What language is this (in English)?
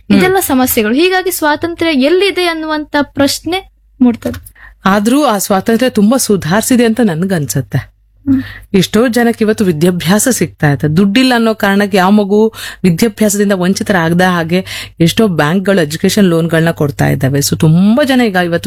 Kannada